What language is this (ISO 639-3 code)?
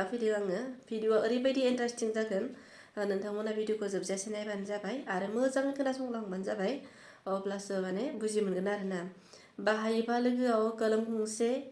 brx